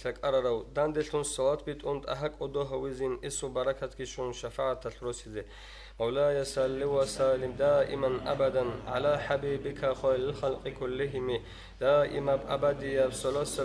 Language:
Avaric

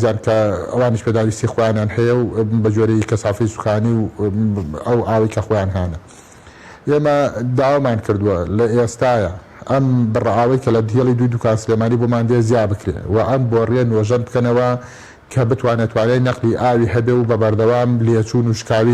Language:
Central Kurdish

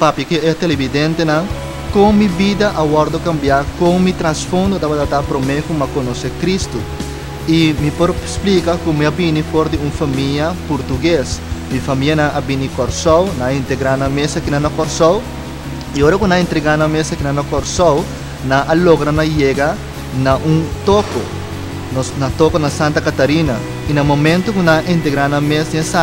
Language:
Papiamento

